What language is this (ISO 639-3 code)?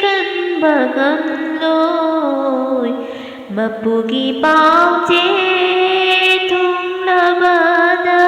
mni